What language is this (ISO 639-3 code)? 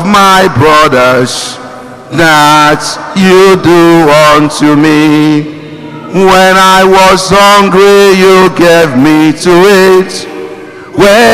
ibo